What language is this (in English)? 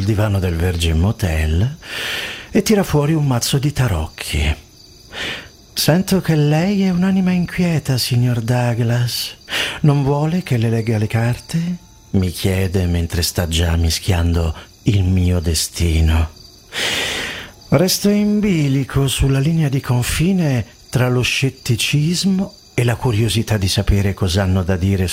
Italian